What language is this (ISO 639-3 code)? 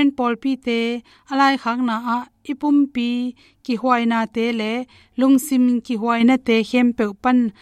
ctd